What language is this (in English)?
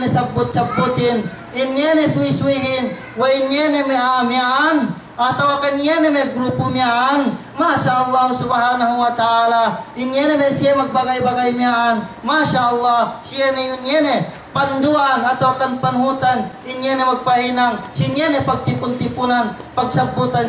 Yakan